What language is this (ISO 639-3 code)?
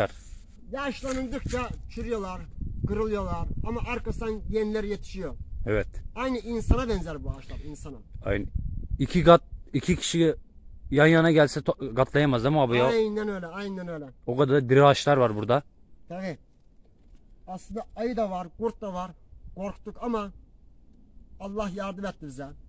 tur